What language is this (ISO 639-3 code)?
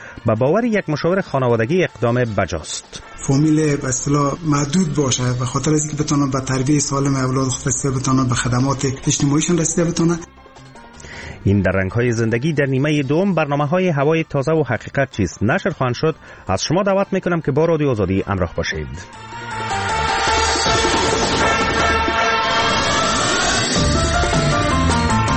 fas